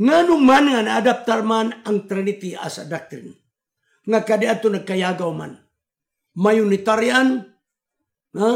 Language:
Cebuano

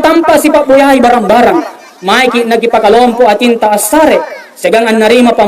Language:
Makasar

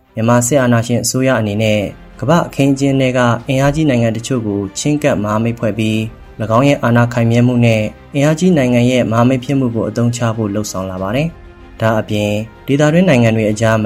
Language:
Burmese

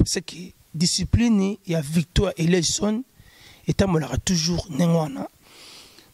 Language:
Lingala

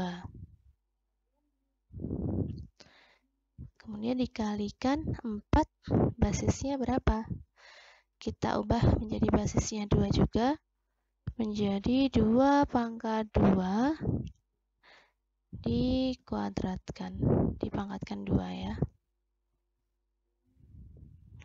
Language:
Indonesian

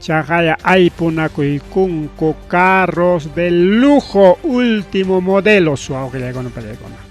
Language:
Ayacucho Quechua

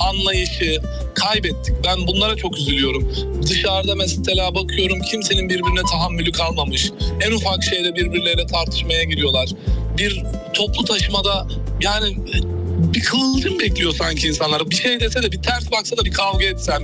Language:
Turkish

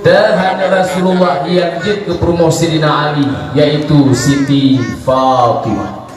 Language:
Achinese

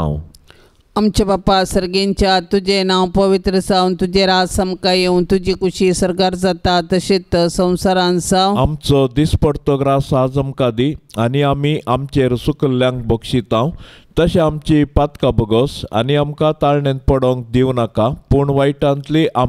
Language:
Konkani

